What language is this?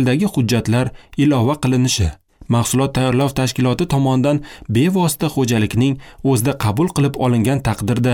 Uzbek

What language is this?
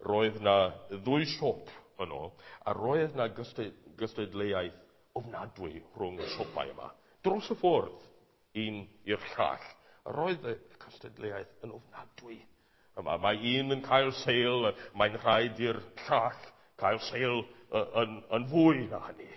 Welsh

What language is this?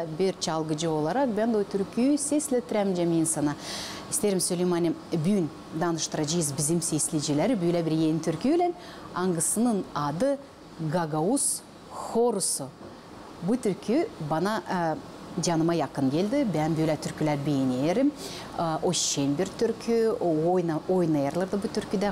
Gagauz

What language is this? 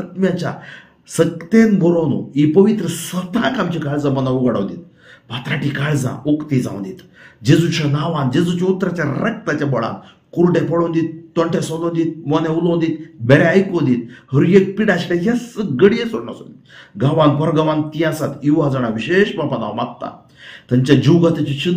Konkani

